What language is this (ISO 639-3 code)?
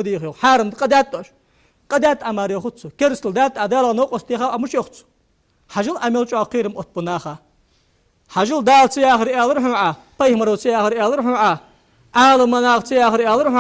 inh